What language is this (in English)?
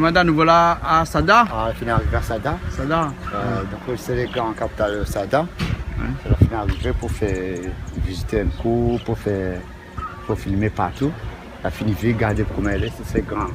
Réunion Creole French